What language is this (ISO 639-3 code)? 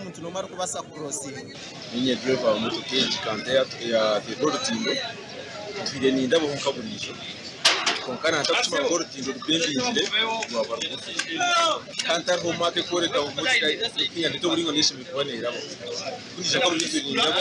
nyn